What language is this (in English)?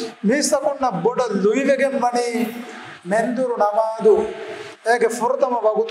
Divehi